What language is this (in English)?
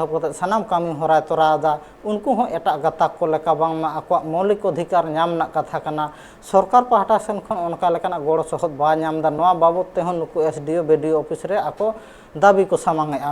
Santali